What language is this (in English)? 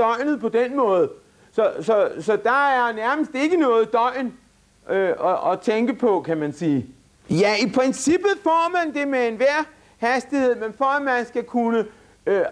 Danish